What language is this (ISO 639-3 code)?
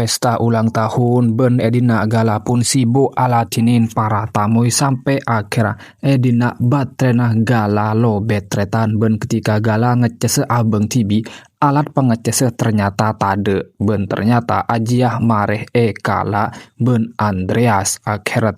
mad